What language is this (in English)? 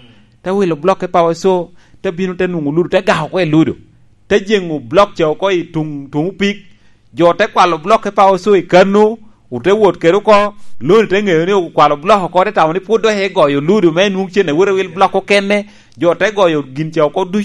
Lango (Uganda)